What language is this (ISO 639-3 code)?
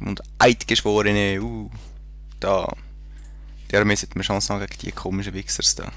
gsw